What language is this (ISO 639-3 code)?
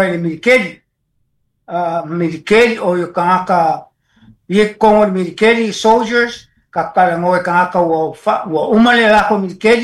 smo